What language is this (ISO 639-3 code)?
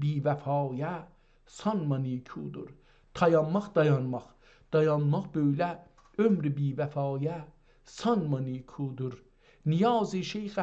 azb